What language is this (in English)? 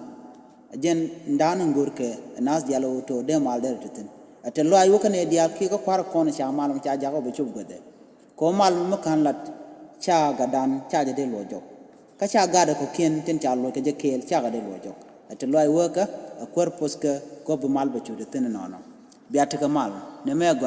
Nuer